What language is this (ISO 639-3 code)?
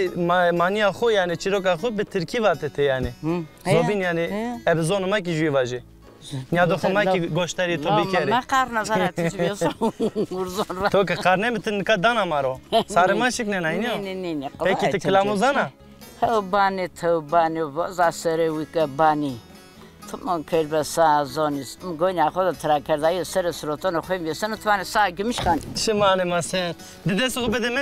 zza